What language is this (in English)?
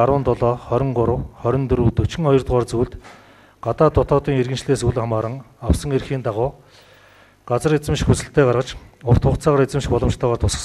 Mongolian